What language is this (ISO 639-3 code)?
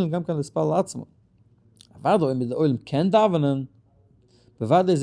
yid